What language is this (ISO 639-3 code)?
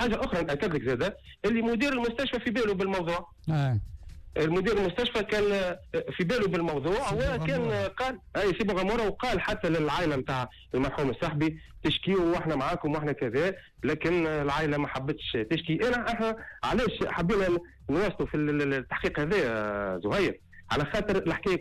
aeb